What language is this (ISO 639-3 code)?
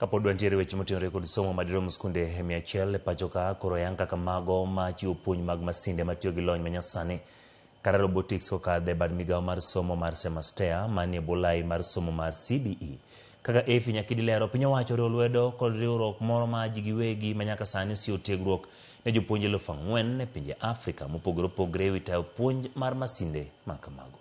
luo